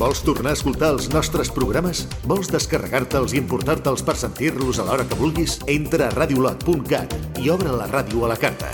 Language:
Catalan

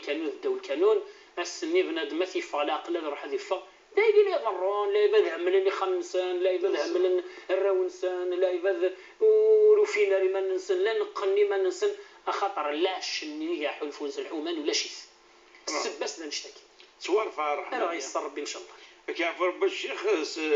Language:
Kabyle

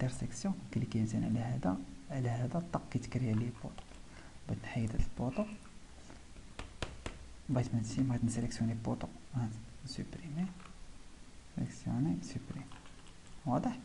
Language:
Moroccan Arabic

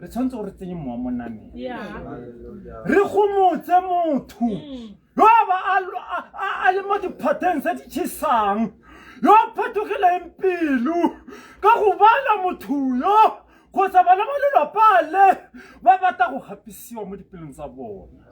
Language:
Tswana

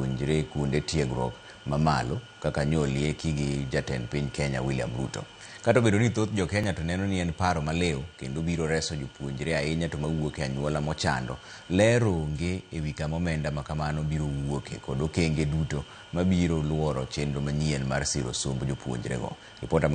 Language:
Luo (Kenya and Tanzania)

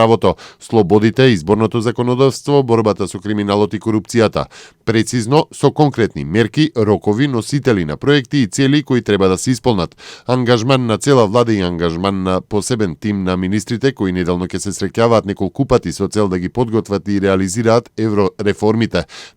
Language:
Macedonian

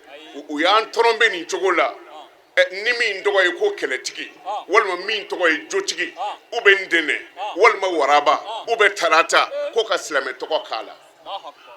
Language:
Bambara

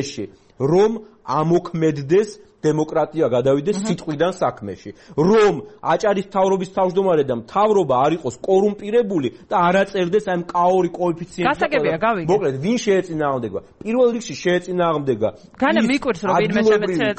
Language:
Georgian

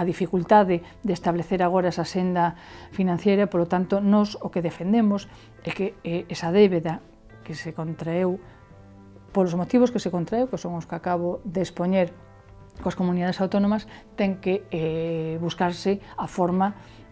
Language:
Galician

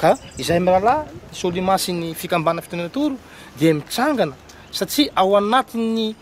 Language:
Malagasy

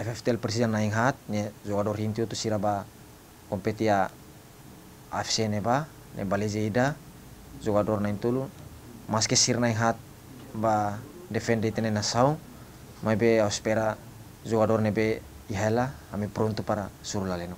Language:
Tetum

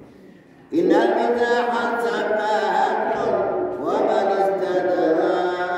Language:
Arabic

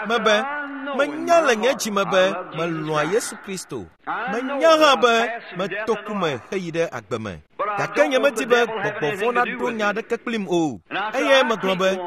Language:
Ewe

